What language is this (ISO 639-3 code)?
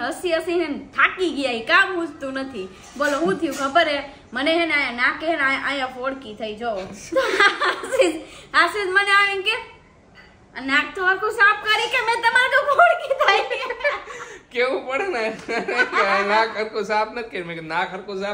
guj